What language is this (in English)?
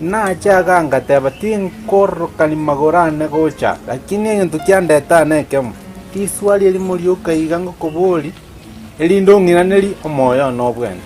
Gusii